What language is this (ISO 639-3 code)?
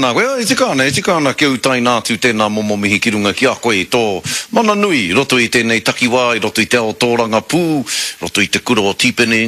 mri